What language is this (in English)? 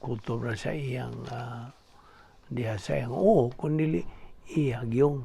Cebuano